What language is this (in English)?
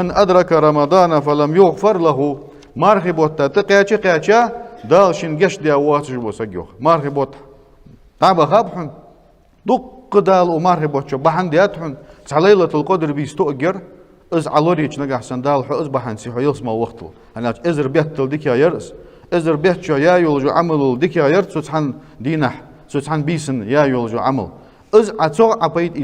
Ingush